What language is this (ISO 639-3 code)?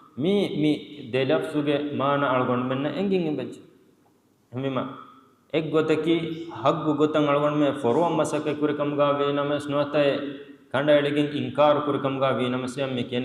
div